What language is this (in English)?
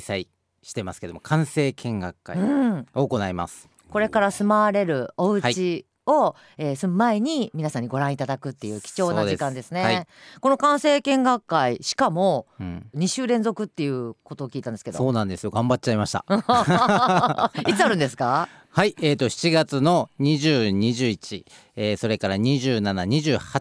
Japanese